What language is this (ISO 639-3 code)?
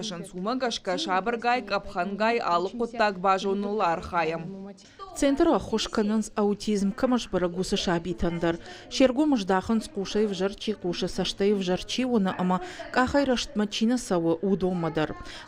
oss